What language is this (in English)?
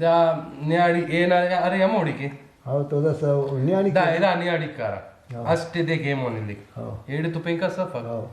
Brahui